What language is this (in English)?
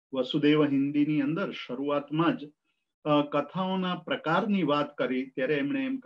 Gujarati